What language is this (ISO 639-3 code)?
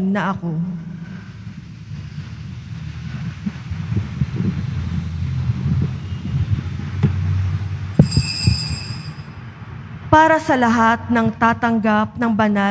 fil